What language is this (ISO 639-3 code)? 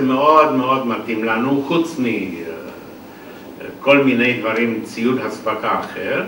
heb